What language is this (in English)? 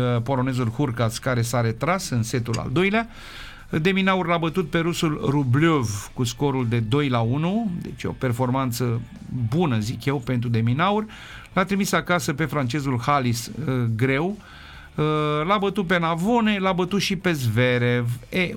Romanian